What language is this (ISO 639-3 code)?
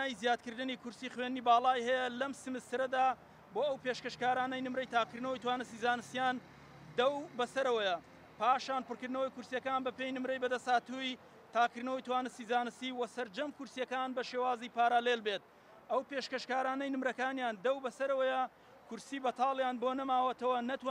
ckb